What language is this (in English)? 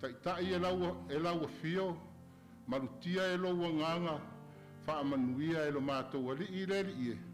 Samoan